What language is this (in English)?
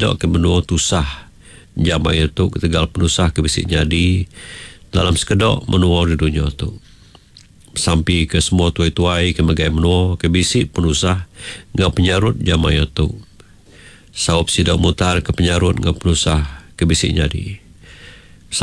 Iban